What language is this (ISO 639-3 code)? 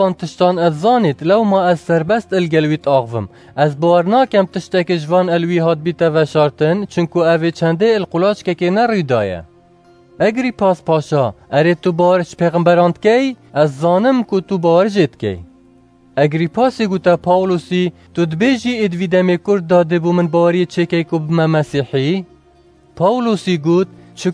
kur